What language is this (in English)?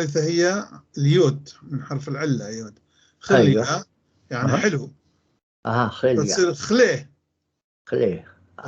North Levantine Arabic